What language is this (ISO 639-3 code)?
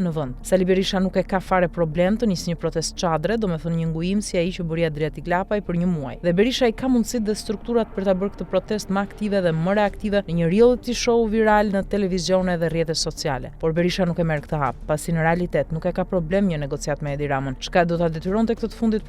sqi